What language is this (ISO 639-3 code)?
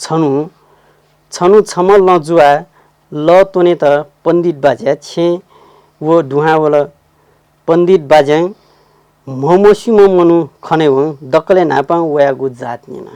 new